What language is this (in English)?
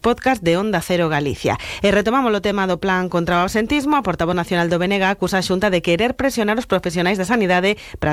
Galician